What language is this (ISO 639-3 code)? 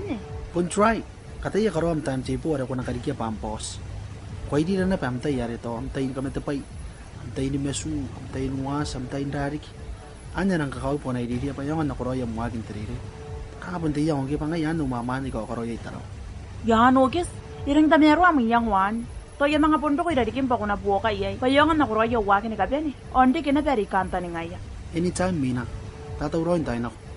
gil